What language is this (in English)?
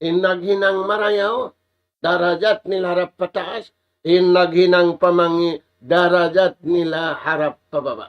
Tausug